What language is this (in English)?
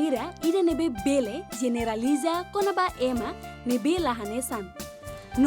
Tetum